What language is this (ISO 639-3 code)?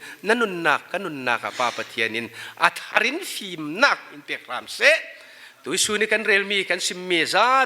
cfm